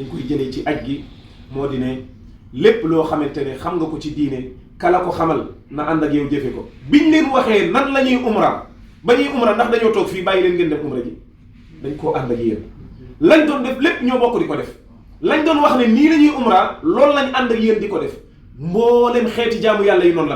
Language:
Wolof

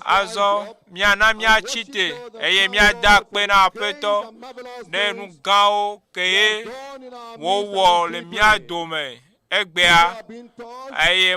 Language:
Ewe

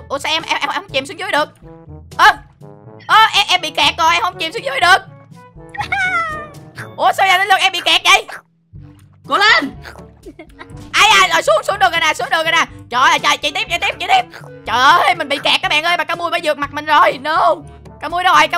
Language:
Vietnamese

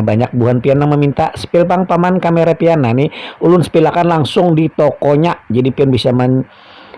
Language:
Banjar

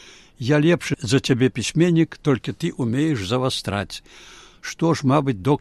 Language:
Belarusian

